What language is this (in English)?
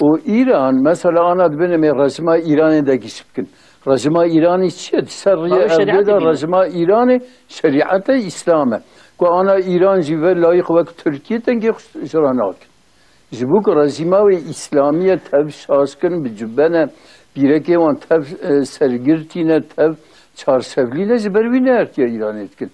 Kurdish